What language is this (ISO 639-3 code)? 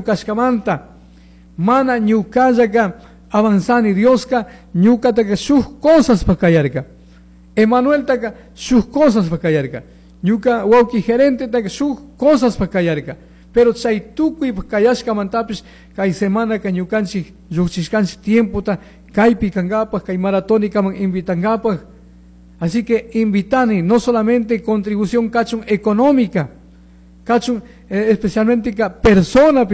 qug